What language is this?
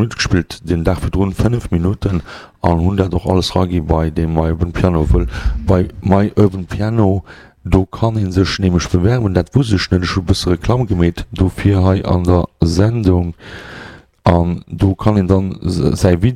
Luxembourgish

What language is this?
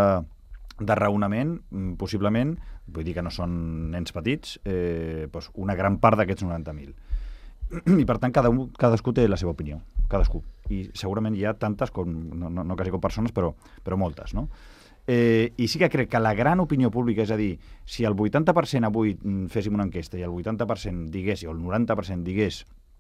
Catalan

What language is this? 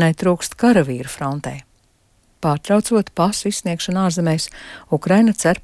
Latvian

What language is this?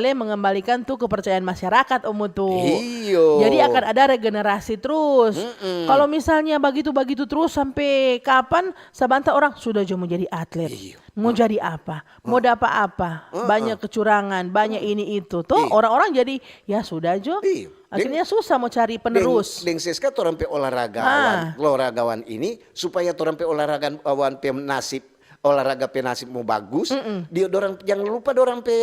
Manado Malay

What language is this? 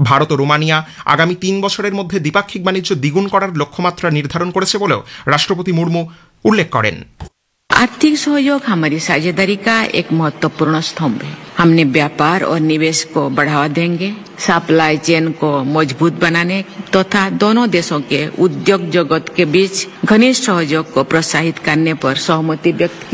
Bangla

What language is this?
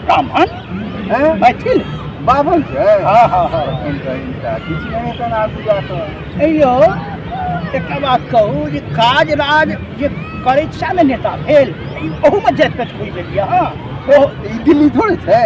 Maithili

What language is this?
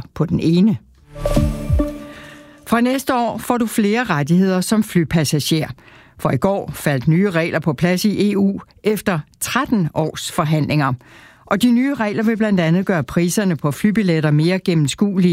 Danish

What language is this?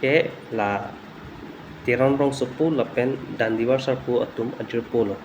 Karbi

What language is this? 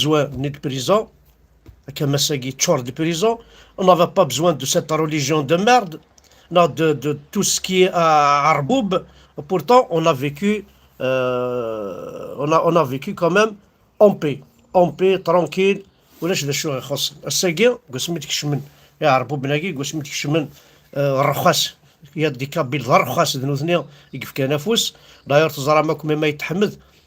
Kabyle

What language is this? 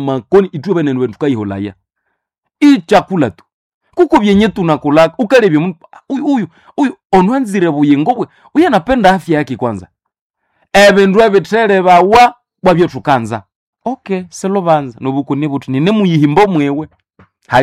Nande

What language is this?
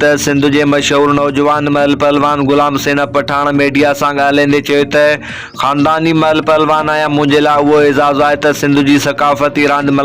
Sindhi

